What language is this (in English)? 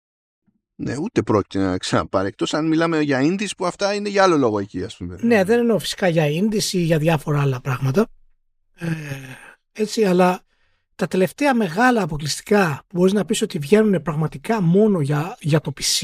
Greek